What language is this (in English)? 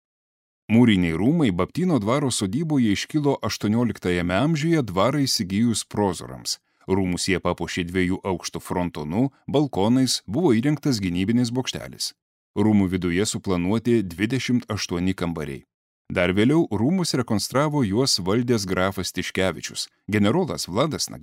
Lithuanian